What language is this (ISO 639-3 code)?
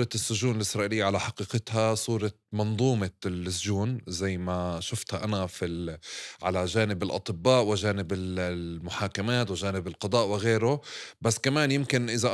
apc